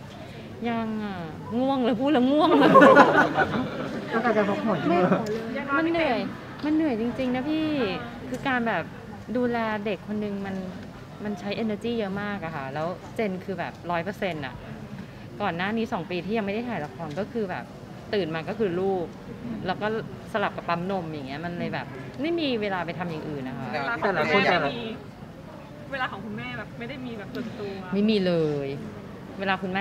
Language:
Thai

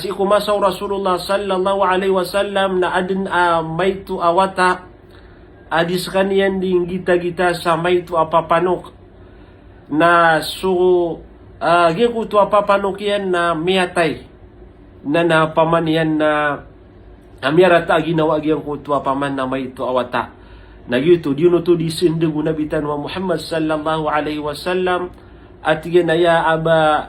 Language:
Maranao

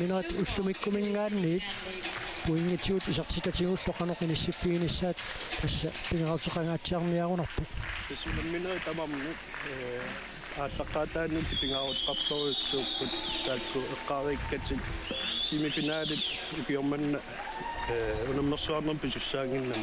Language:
Kalaallisut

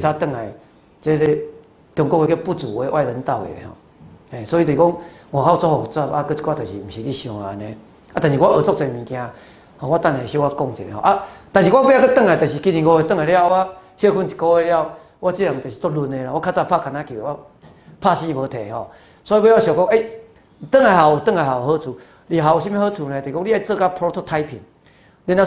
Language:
Min Nan Chinese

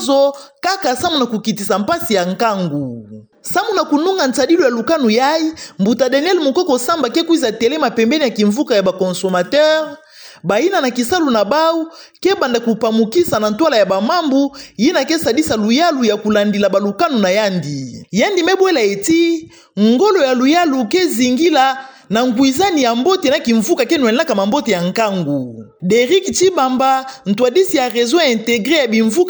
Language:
Kituba (Democratic Republic of Congo)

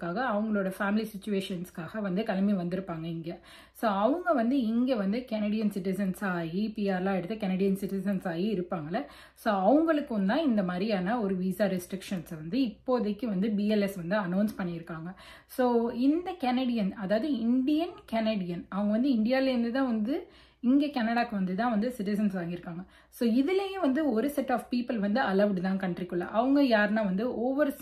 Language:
Tamil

